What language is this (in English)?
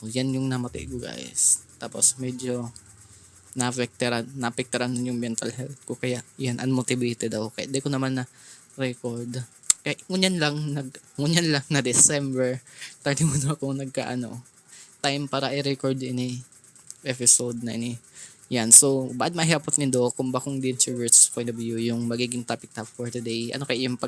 Bikol